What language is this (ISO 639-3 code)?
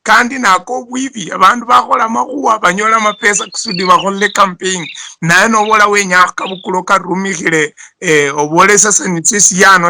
luy